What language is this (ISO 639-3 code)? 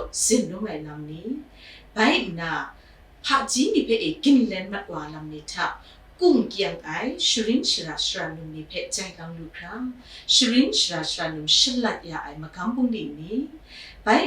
kac